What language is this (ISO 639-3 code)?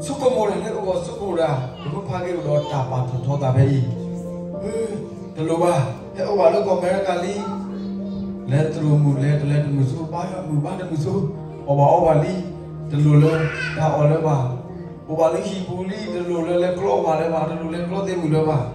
ksw